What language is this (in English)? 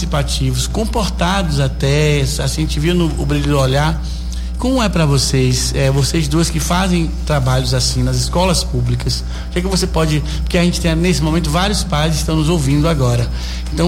Portuguese